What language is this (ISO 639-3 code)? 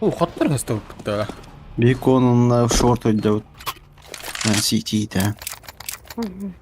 sah